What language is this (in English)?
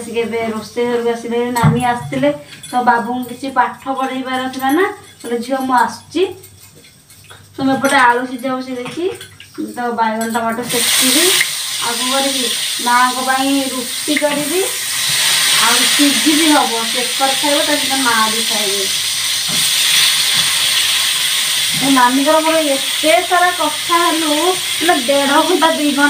Odia